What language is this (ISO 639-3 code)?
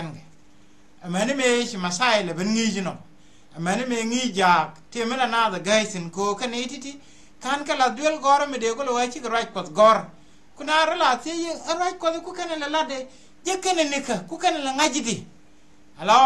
nus